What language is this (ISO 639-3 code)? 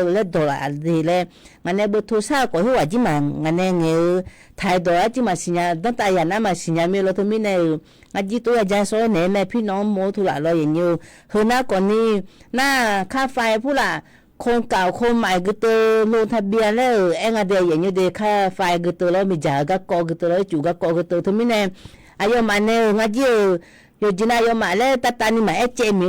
ahk